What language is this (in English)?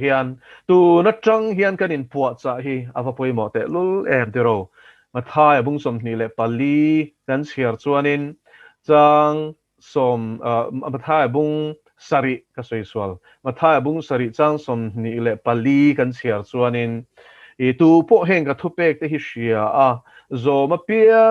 Mizo